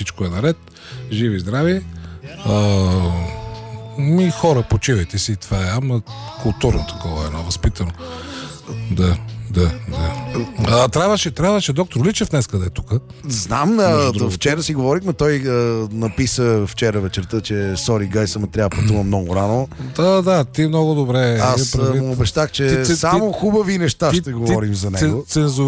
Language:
Bulgarian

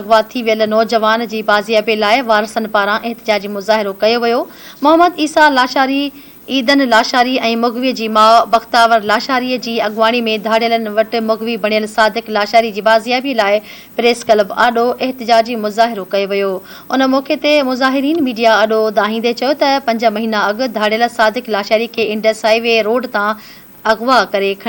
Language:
Sindhi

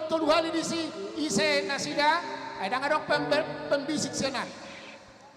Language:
Batak Toba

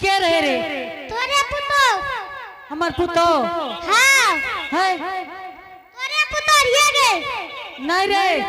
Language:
Angika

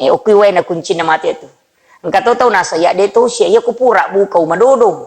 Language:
Buginese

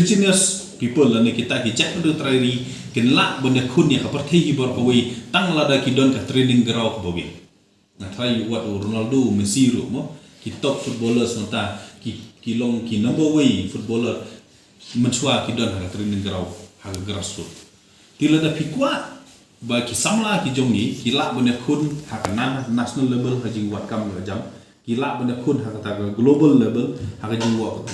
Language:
Khasi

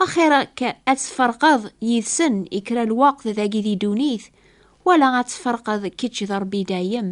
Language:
Kabyle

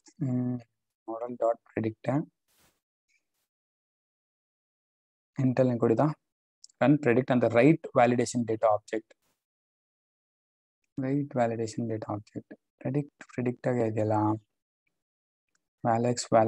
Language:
Kannada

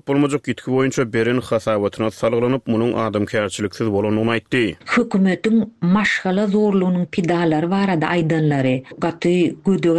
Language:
Turkmen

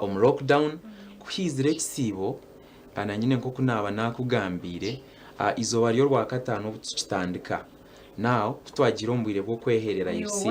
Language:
Nyankole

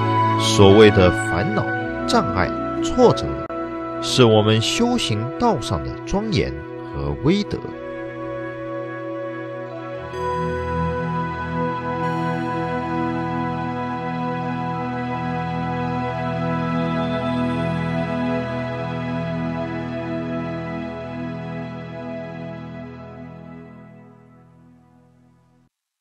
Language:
Chinese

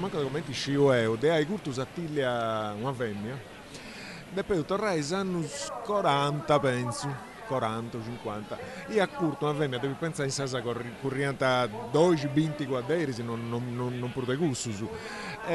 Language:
Sardinian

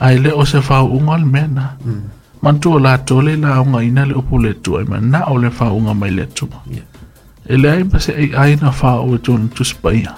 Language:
Samoan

